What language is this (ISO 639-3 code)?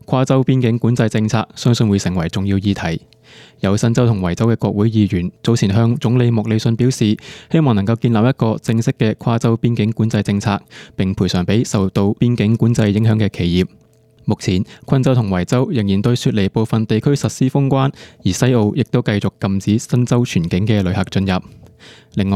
yue